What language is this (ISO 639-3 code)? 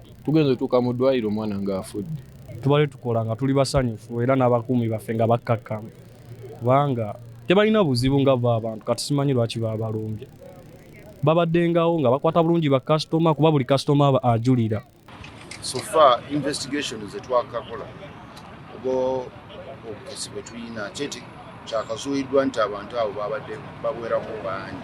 lug